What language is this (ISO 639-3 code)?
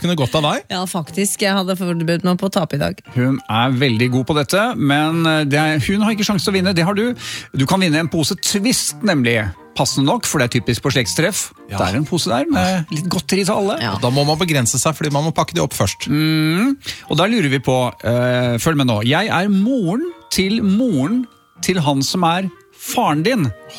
nor